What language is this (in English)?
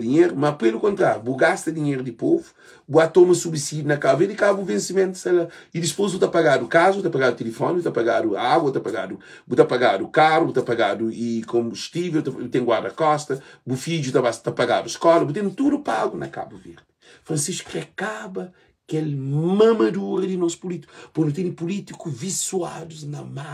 Kabuverdianu